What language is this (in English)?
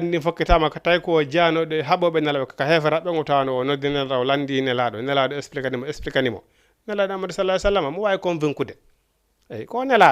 Fula